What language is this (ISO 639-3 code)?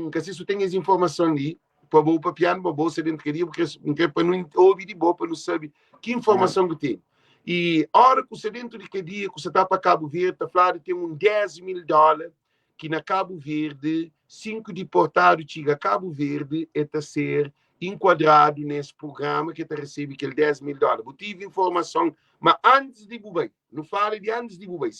kea